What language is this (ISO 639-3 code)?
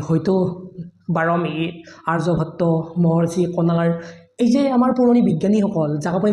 asm